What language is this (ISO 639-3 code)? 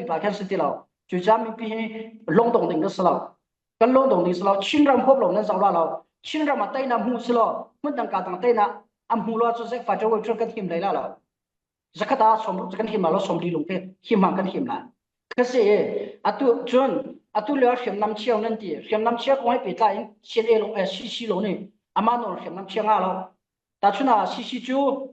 cfm